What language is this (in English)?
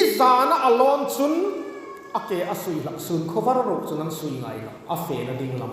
Hmar